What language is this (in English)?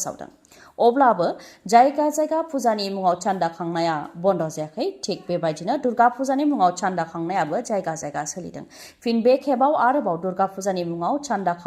Bodo